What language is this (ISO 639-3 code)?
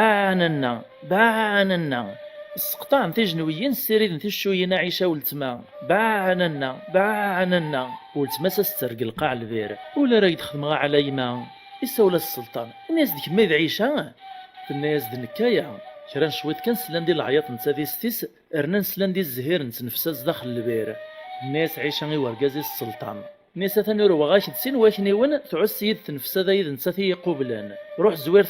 kab